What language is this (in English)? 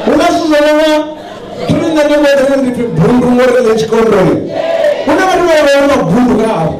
Venda